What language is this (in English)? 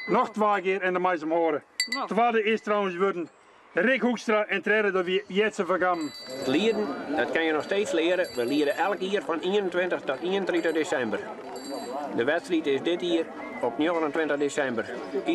Western Frisian